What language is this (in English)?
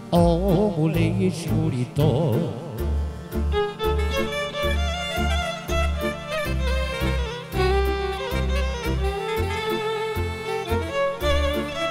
Romanian